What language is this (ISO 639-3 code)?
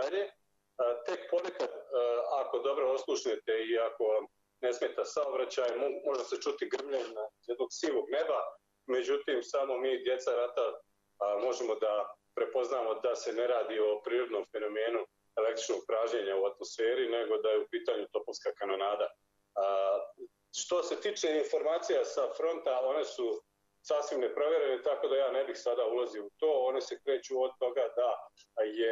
bos